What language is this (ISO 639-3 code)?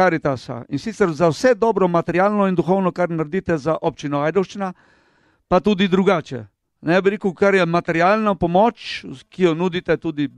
slv